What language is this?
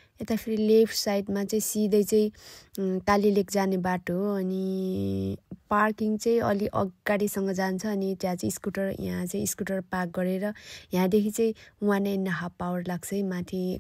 Nepali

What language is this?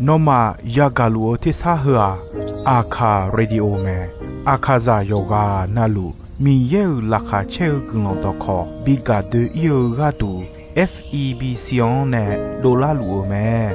Akha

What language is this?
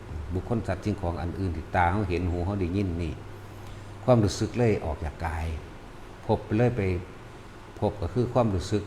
Northeastern Thai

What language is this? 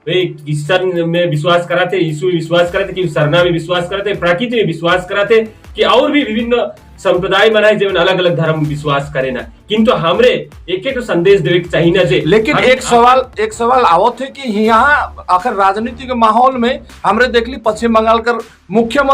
Sadri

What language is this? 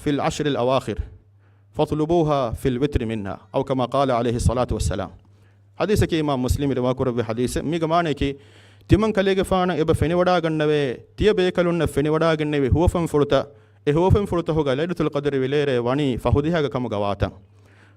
Divehi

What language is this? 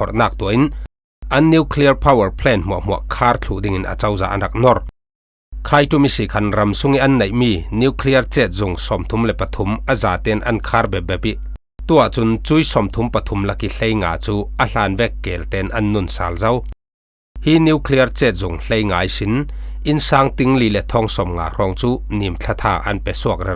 Falam Chin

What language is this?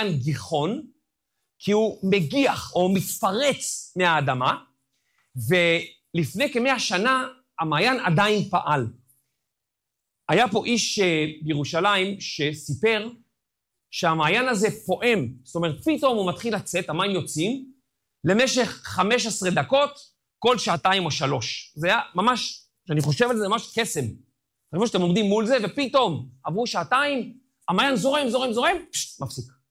Hebrew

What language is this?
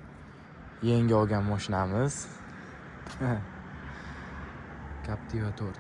Uzbek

